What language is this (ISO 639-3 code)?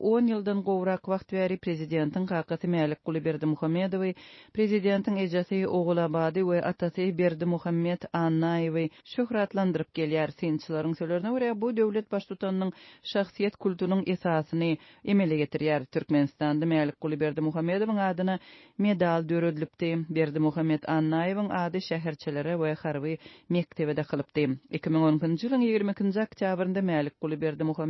tuk